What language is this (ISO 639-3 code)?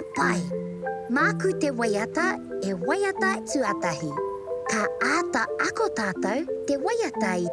mri